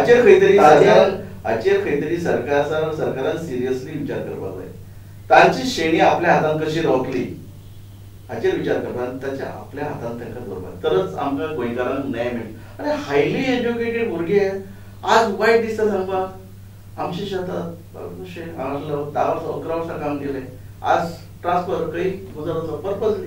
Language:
Konkani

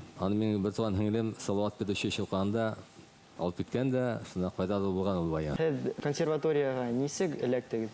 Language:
Bashkir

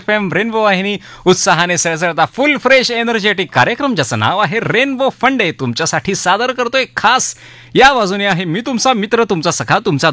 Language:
Marathi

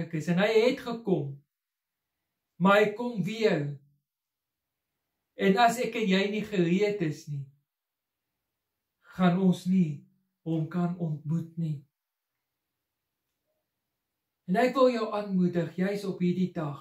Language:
Afrikaans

